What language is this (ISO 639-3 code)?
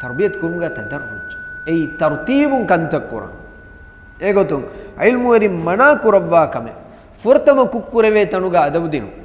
div